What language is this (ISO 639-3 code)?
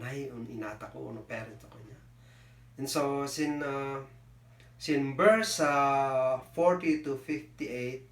kne